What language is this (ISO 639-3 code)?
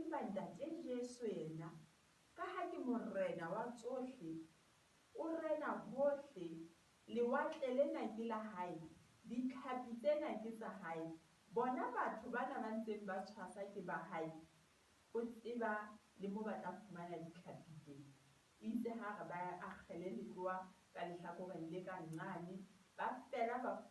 sot